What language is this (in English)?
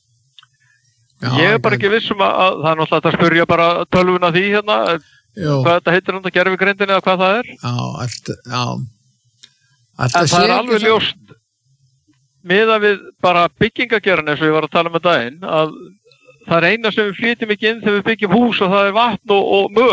Icelandic